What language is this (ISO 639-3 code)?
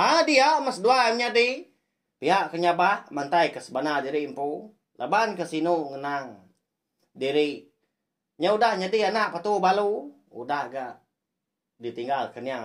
iba